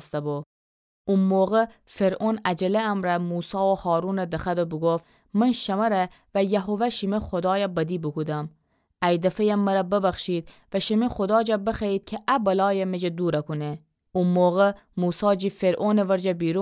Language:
Gilaki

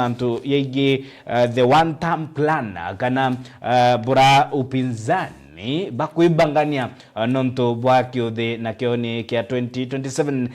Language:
Meru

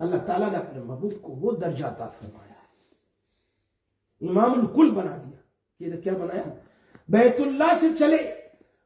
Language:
Urdu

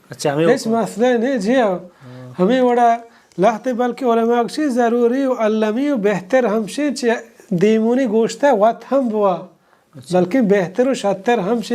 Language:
Baluchi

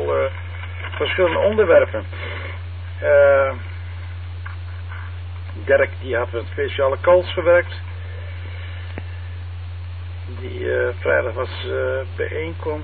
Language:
Dutch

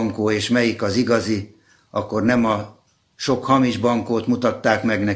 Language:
Hungarian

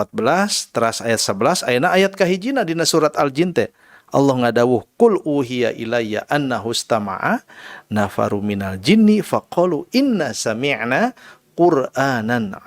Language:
Sundanese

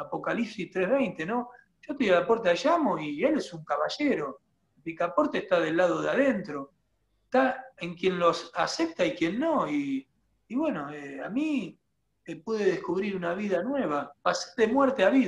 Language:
Spanish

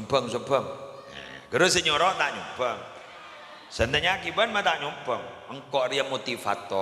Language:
Madurese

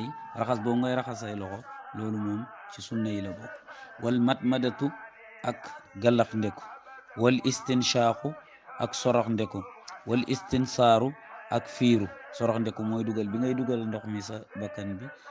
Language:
Wolof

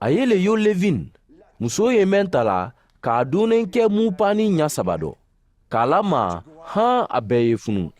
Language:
Mandingo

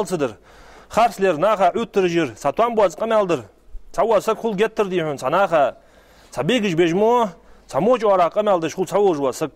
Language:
Ingush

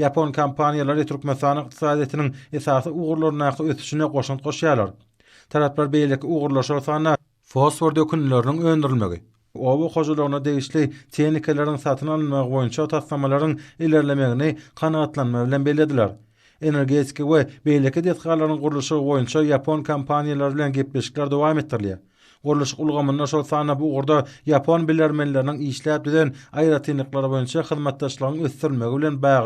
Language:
Turkmen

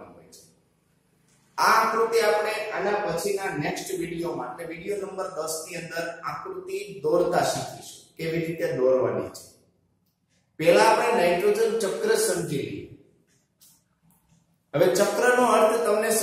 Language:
Gujarati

